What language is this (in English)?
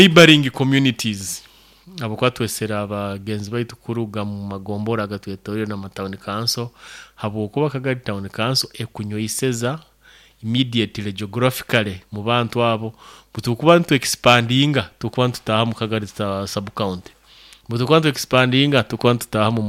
Nyoro